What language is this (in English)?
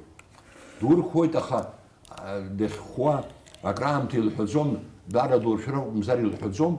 Abkhazian